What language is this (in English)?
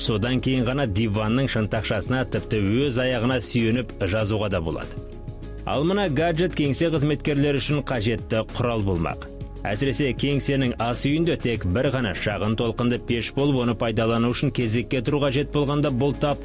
Kazakh